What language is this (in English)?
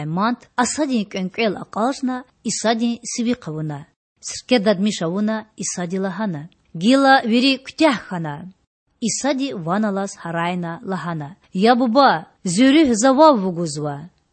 Lezghian